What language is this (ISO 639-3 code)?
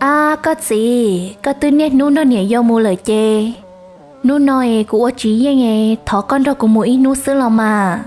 hmn